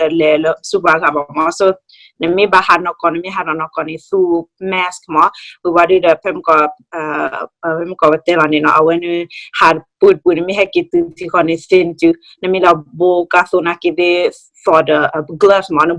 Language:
S'gaw Karen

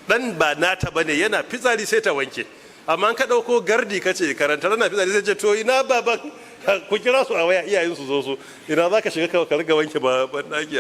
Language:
Hausa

